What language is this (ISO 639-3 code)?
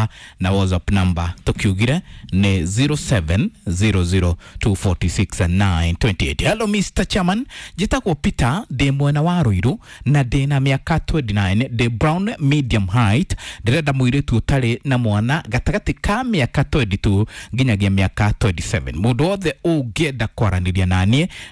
kik